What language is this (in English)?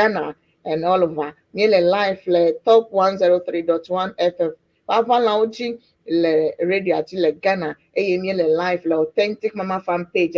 Ewe